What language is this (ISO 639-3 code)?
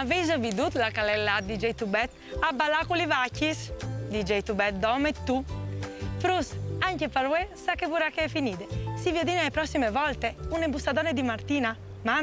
fur